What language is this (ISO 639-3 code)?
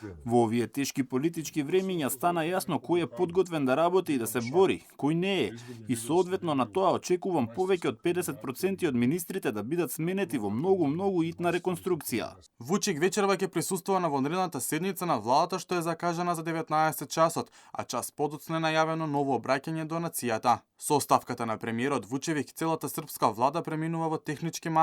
mkd